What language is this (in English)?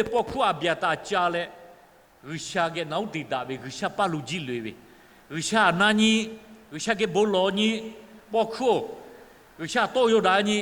Lahu